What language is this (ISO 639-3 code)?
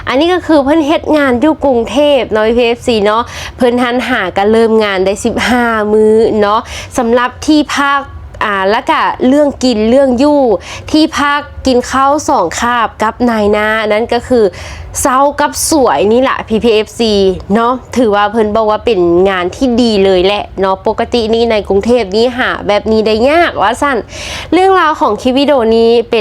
lao